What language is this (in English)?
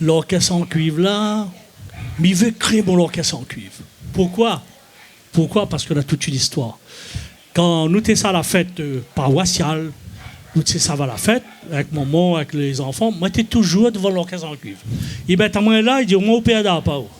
Réunion Creole French